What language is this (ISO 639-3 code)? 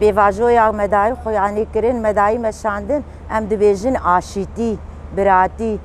kur